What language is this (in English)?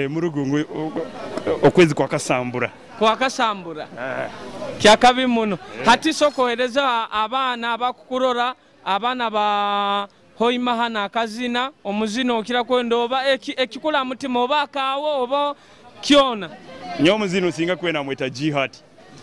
Nyoro